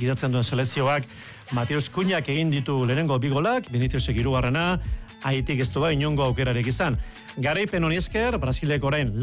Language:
Basque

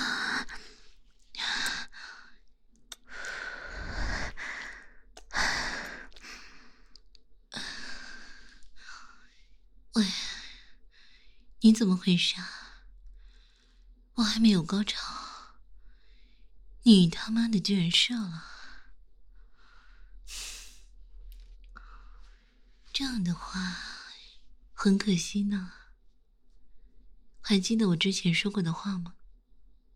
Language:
Chinese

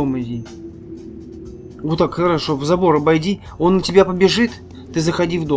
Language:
Russian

